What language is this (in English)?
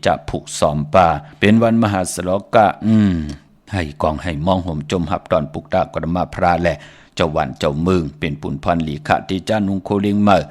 Shan